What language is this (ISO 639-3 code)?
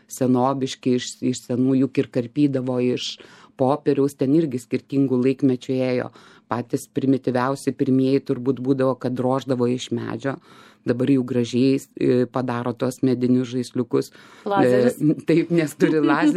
lit